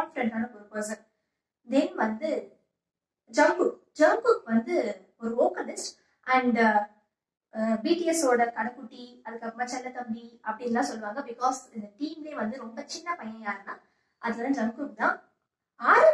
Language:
Tamil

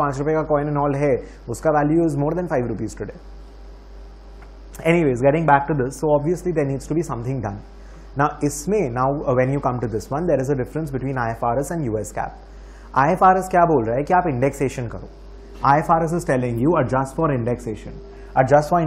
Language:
Hindi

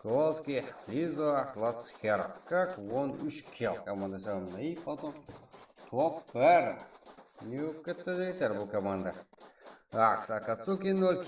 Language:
Kara-Kalpak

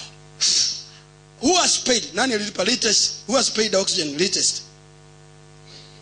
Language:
Swahili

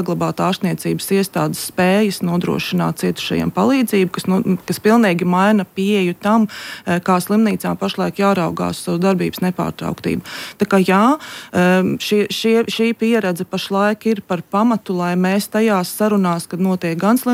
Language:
Latvian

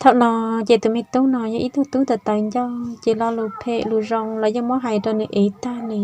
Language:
Hmong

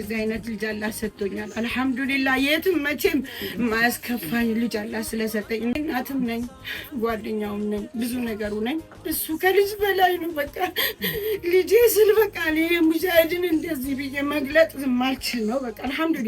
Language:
Amharic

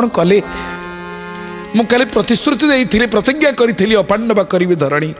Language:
Odia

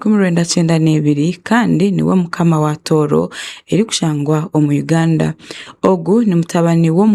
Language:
Tooro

